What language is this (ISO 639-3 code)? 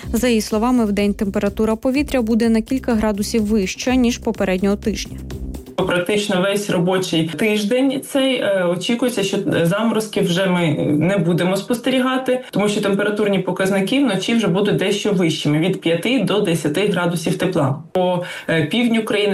ukr